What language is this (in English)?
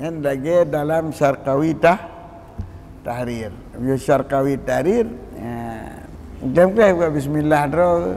Achinese